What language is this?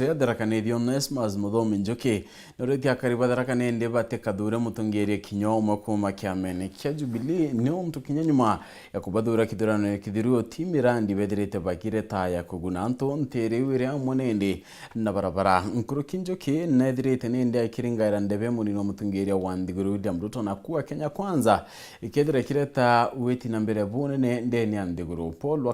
Meru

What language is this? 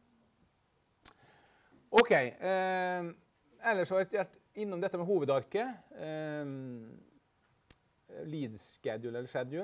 Norwegian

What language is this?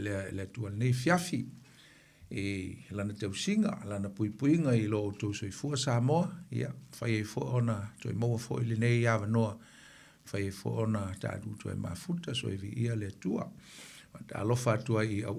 Samoan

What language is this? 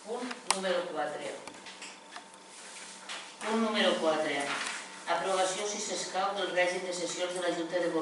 Catalan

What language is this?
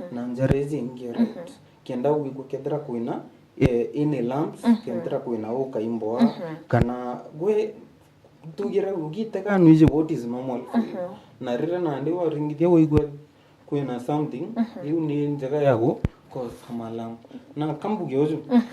Meru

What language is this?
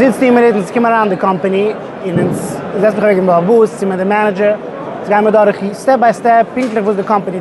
Yiddish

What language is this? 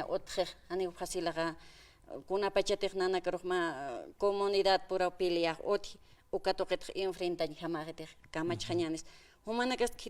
Aymara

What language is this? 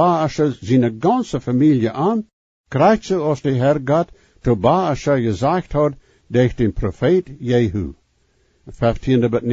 Plautdietsch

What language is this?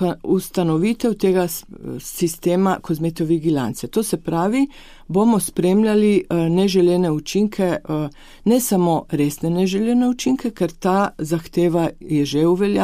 Slovenian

